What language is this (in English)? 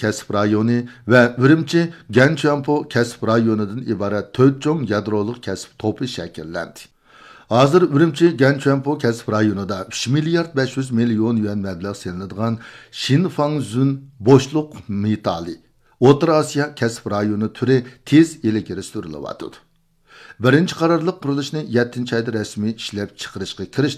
Uyghur